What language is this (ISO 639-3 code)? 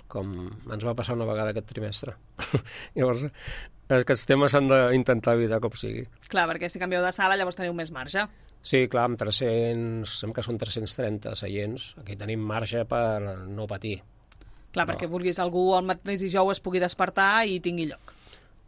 cat